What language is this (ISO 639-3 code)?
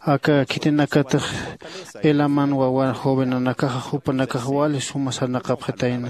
aym